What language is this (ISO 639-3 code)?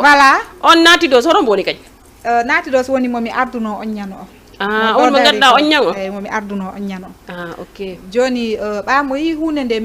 ful